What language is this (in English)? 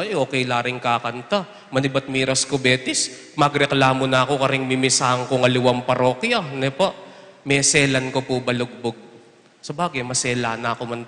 Pampanga